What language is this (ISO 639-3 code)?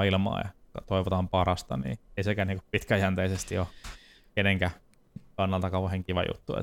fin